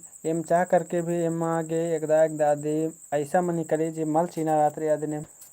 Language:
Kurukh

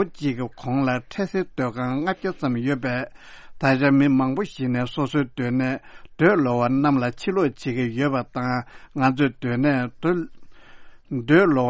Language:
Tibetan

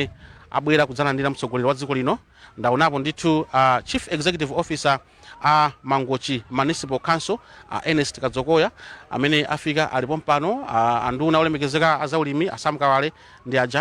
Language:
Nyanja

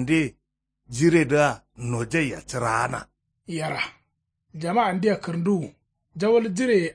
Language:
Kanuri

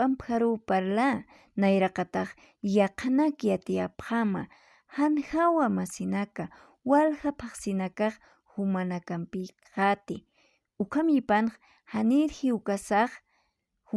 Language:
Aymara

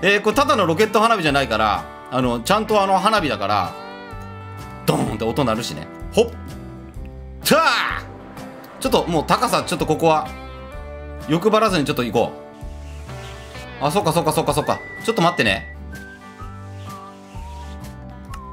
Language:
Japanese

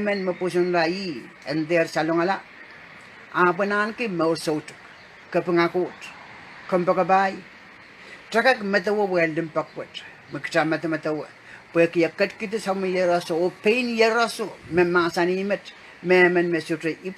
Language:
Pohnpeian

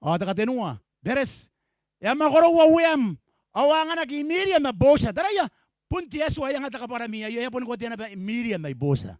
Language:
Gilbertese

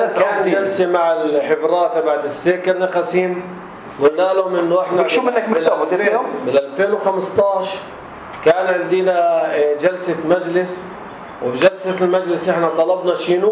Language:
North Levantine Arabic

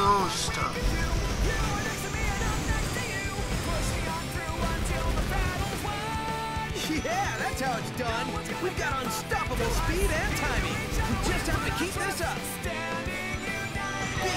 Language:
English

